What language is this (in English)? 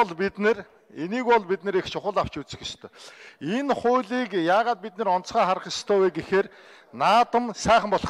Mongolian